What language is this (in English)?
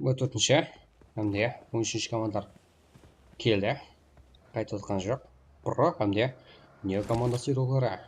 Kara-Kalpak